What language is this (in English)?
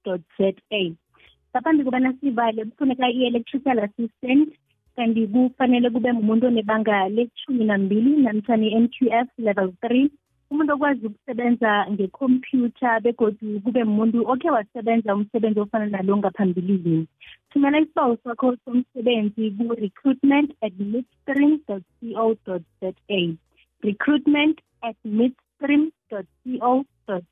South Ndebele